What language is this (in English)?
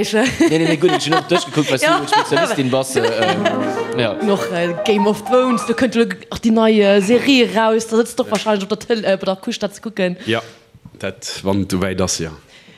Luxembourgish